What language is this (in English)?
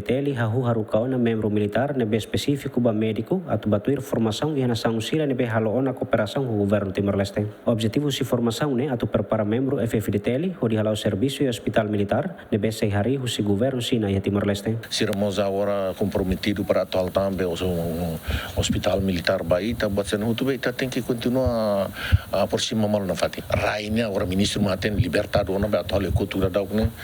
Tetum